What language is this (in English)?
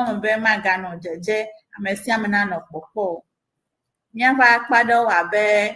Ewe